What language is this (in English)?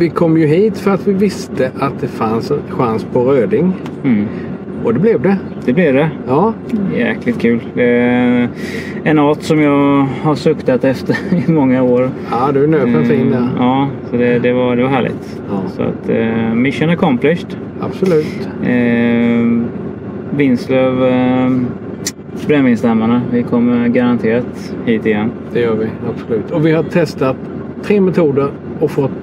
Swedish